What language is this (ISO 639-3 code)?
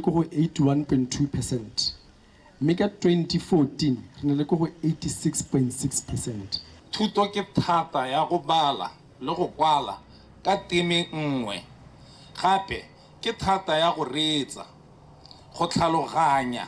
tsn